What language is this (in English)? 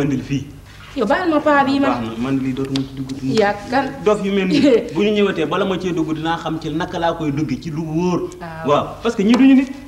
Wolof